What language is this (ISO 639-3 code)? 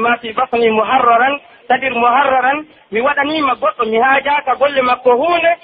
fuf